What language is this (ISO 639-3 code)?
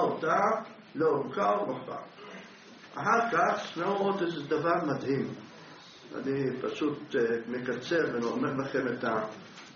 heb